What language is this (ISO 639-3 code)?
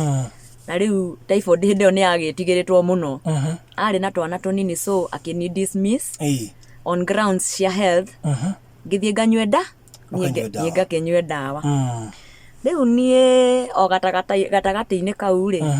kik